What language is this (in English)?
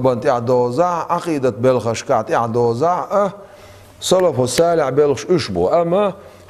Chechen